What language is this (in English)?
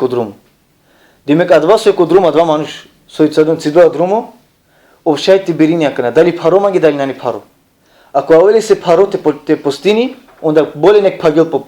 Balkan Romani